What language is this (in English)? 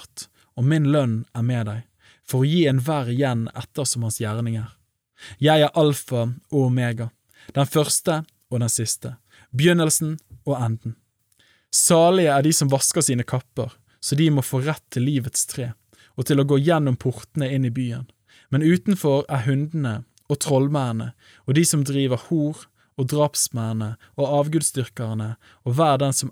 Norwegian